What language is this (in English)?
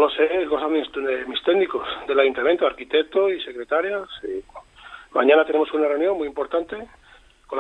Spanish